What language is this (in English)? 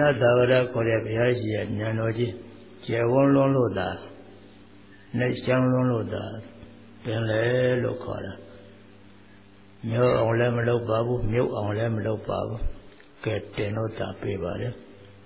Burmese